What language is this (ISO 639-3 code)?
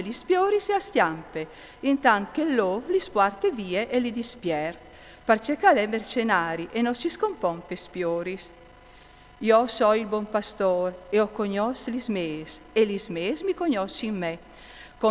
fur